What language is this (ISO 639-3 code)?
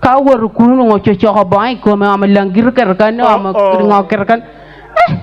ach